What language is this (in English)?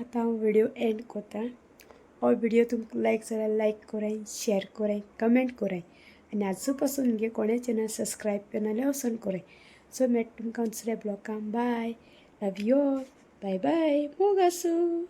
Konkani